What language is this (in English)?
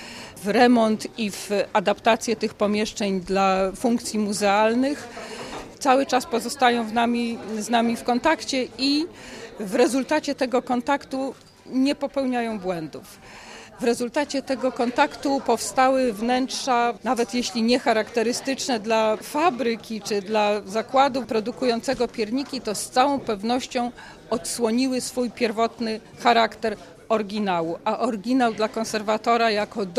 Polish